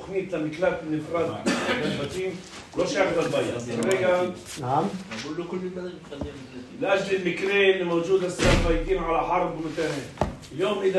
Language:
North Levantine Arabic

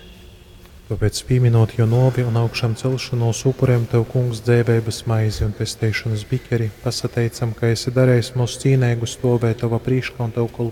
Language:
Latgalian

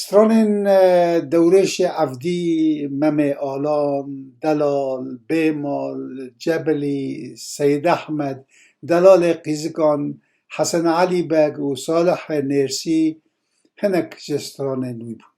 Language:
Kurdish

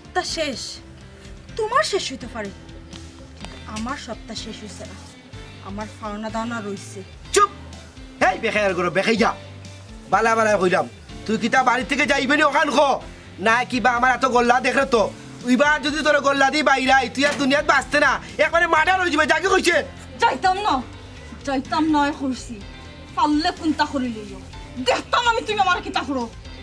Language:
Sylheti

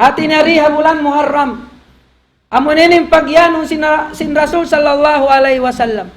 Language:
Tausug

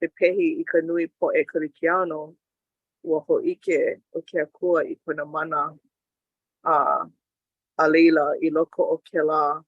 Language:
Hawaiian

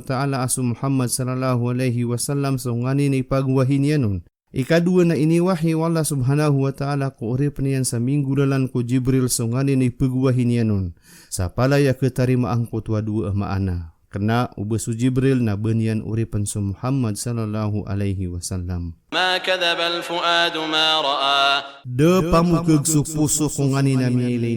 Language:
Maranao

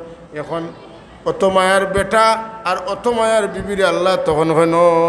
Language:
Sylheti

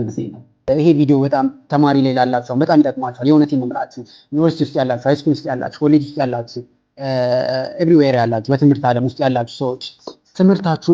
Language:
Amharic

